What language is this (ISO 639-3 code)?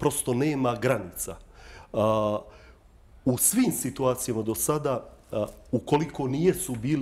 bos